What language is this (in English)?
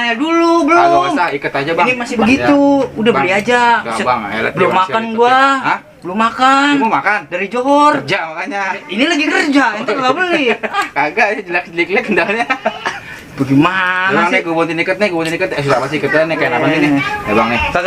Betawi